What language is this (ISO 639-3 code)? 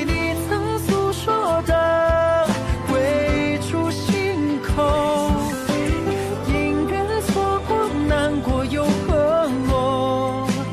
zho